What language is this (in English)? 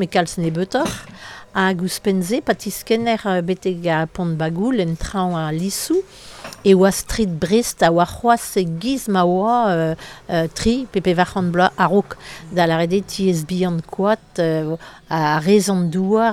Breton